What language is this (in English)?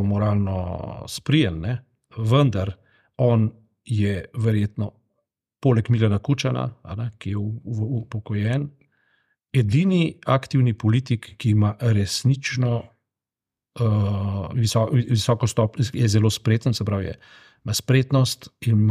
Slovenian